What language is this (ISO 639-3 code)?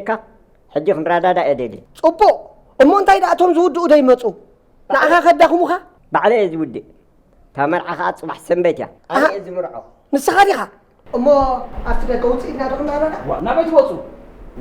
tir